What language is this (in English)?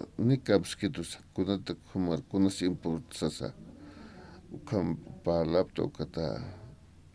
Aymara